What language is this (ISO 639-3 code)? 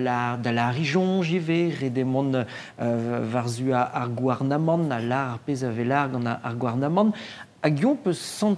bre